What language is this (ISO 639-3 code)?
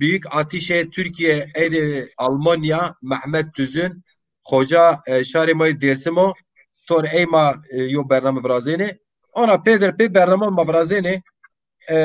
zza